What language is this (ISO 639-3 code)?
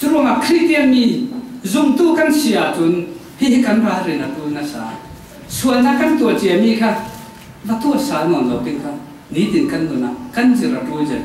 cfm